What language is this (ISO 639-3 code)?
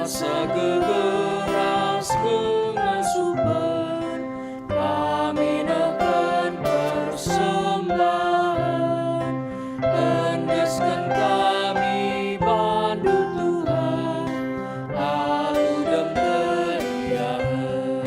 btx